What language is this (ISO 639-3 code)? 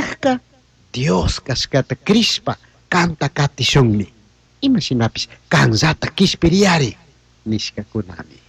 qug